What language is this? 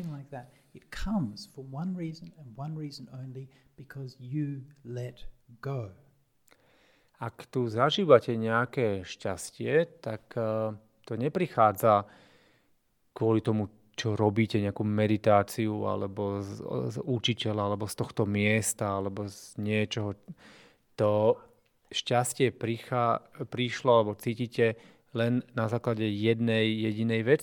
Slovak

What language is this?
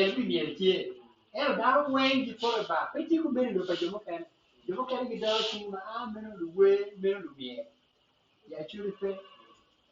Acoli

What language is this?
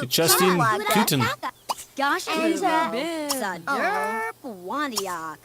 Bavarian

